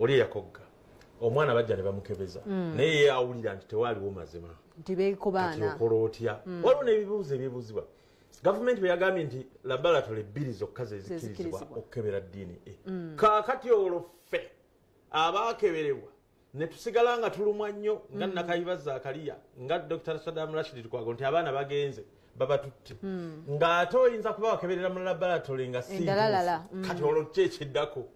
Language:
Ganda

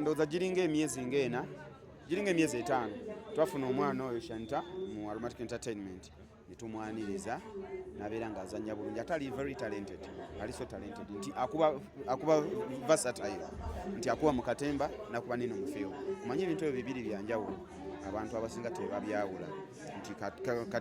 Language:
Ganda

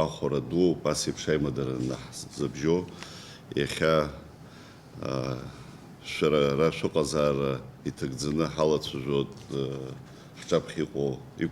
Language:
Abkhazian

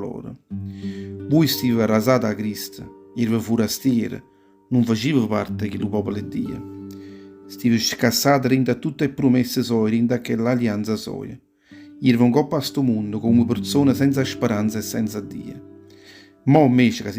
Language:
Neapolitan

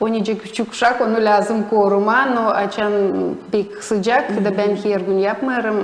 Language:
Gagauz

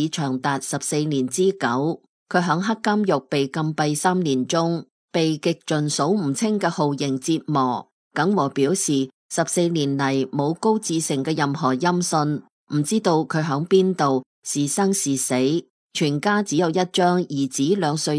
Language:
Cantonese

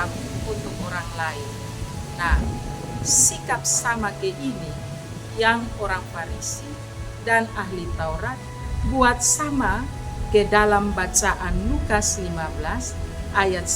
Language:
Kupang Malay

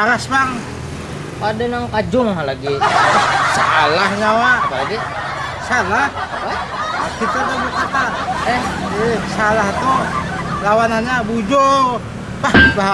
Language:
Banjar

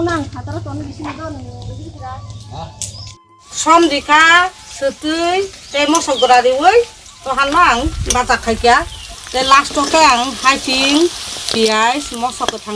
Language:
Kok Borok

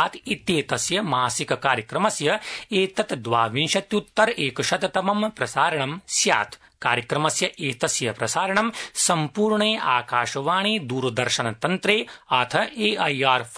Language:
Sanskrit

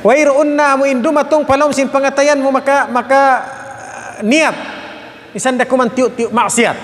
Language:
Tausug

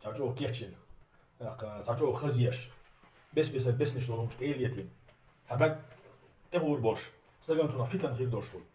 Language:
Chechen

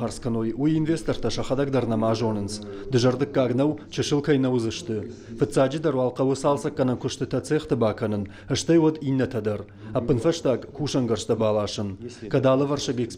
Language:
Ossetic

